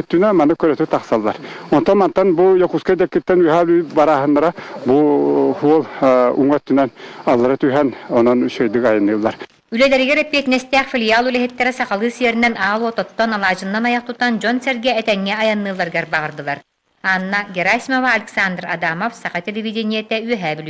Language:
Yakut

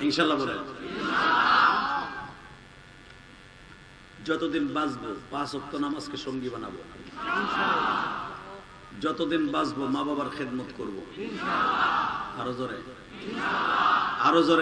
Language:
Bangla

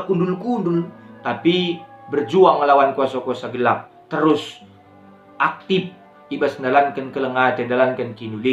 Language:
Batak Karo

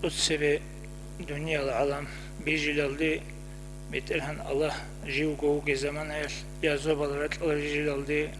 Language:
Avaric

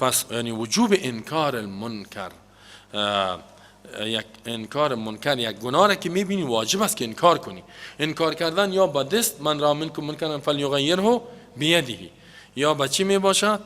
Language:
Persian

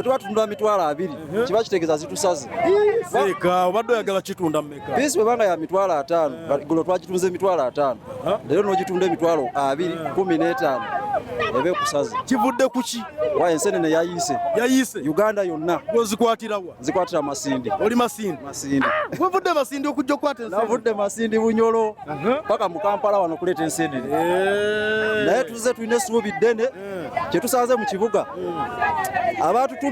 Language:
Ganda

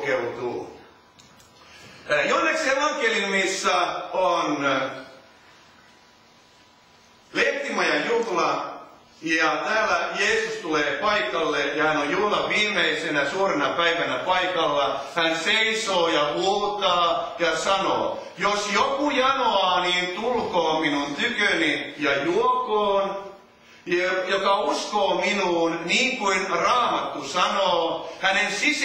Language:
Finnish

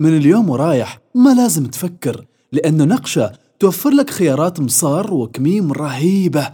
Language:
Gulf Arabic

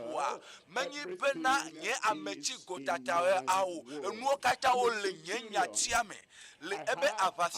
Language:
Ewe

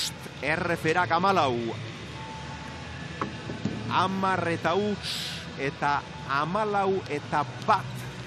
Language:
Basque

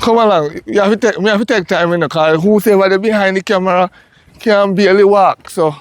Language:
Jamaican Creole English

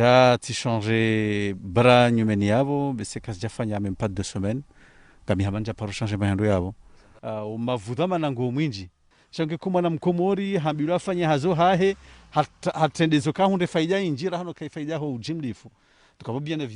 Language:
Ngazidja Comorian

